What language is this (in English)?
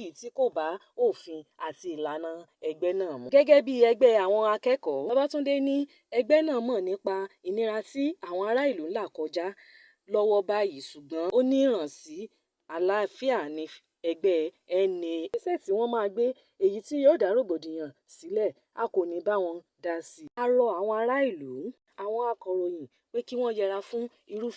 Yoruba